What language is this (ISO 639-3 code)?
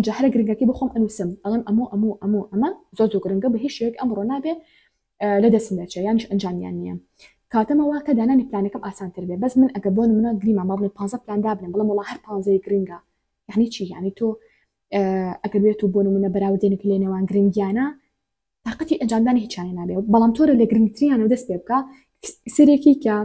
ckb